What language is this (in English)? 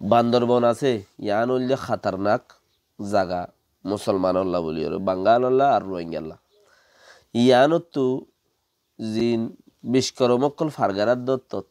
Rohingya